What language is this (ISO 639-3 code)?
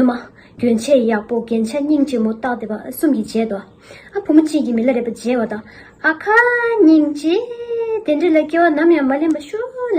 bod